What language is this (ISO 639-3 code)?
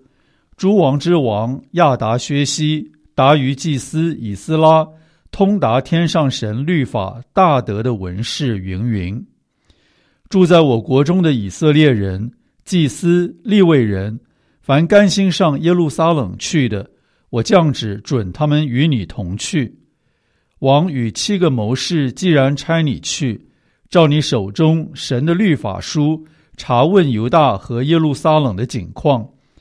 zho